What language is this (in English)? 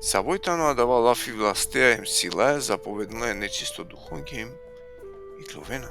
Balkan Romani